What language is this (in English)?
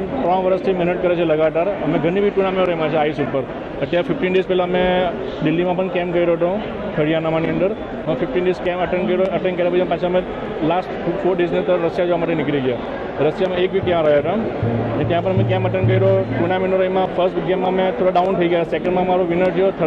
Gujarati